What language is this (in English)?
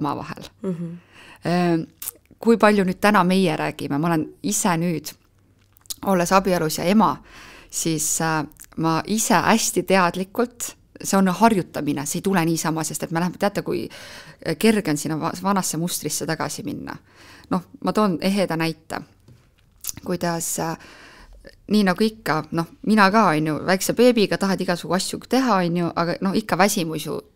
Estonian